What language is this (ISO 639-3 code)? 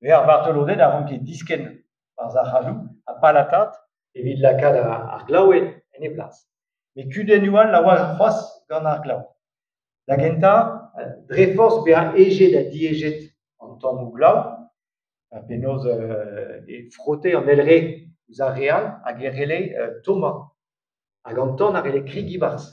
bre